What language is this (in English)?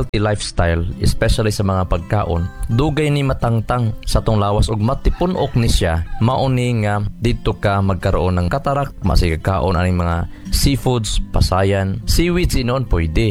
Cebuano